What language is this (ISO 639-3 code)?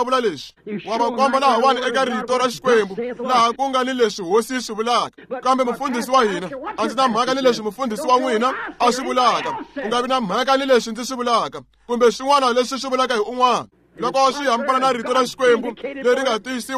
tso